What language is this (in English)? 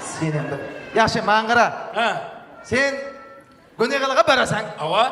Kara-Kalpak